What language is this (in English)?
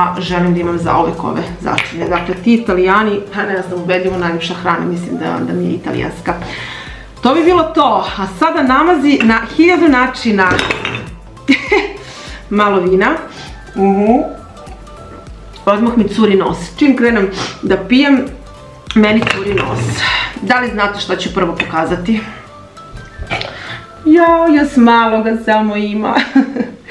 Serbian